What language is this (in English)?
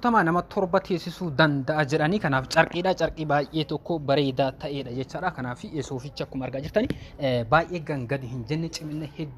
Oromo